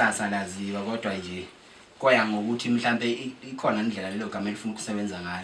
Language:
Zulu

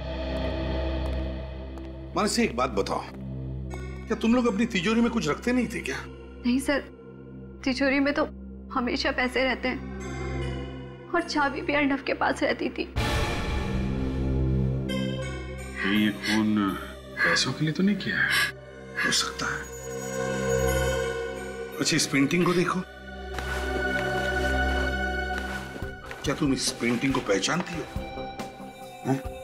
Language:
Hindi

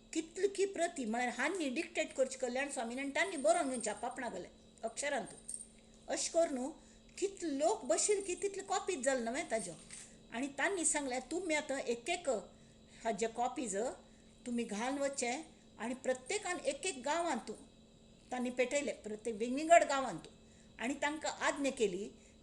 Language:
Konkani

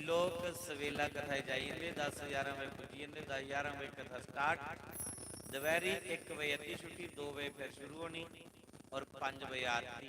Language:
Dogri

